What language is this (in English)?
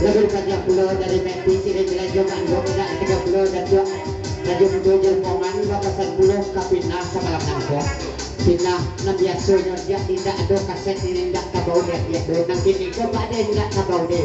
Minangkabau